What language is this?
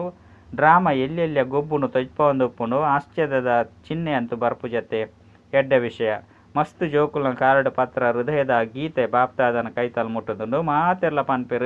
Tulu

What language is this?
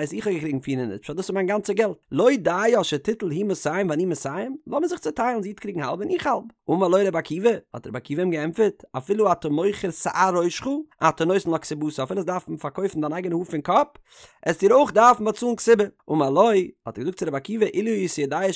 Yiddish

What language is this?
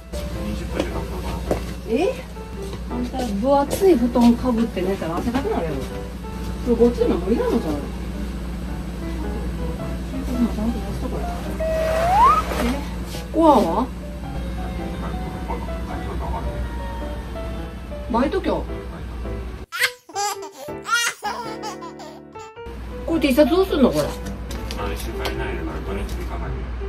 Japanese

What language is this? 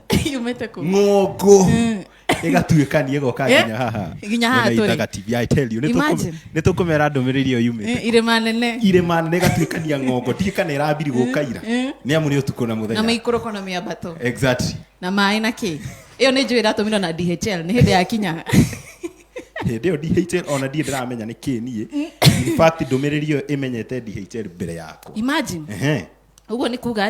Kikuyu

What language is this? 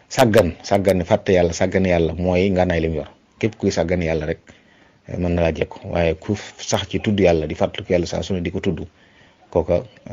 Wolof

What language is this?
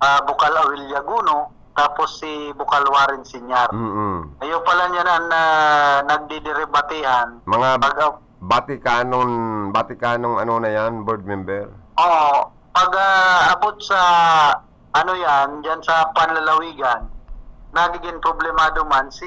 Bikol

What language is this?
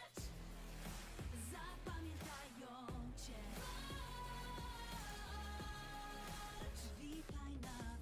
Polish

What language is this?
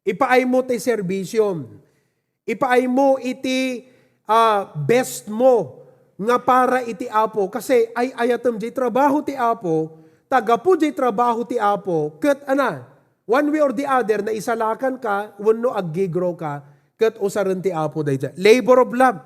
Iloko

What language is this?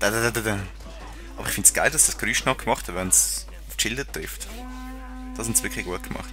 Swiss German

